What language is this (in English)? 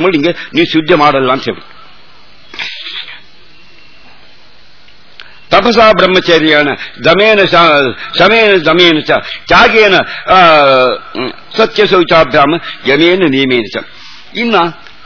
Kannada